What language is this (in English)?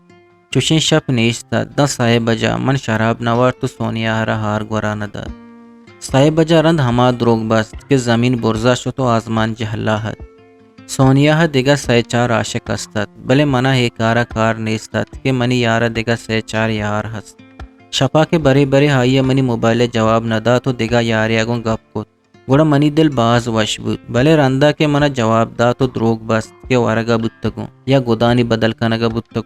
Eastern Balochi